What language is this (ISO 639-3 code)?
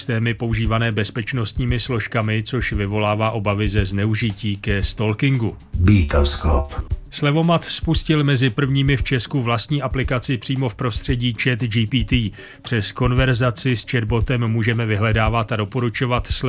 ces